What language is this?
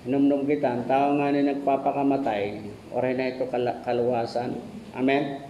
Waray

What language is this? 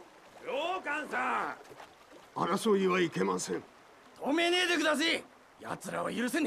Japanese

